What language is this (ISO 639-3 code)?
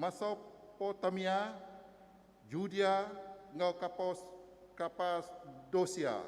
iba